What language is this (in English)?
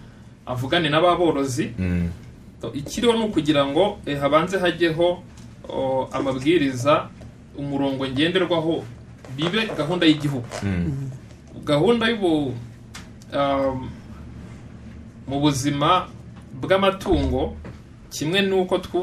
Kinyarwanda